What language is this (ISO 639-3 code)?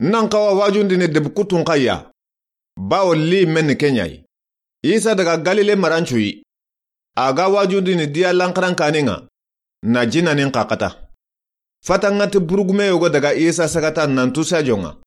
snk